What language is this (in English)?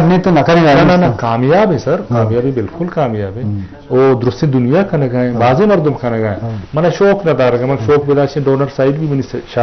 Eastern Balochi